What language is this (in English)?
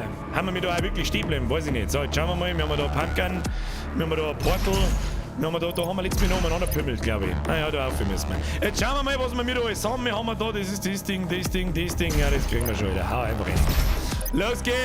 Bavarian